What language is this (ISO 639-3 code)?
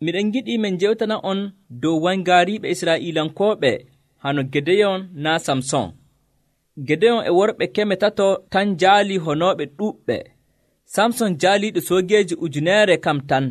fuv